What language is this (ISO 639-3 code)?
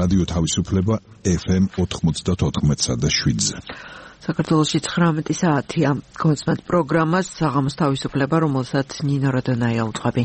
kat